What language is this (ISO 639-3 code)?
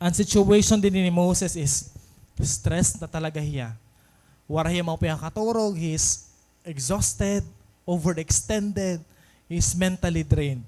war